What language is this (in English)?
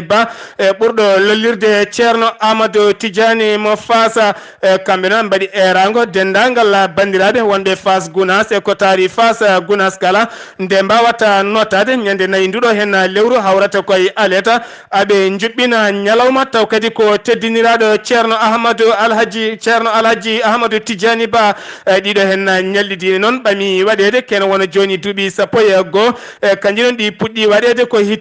Fula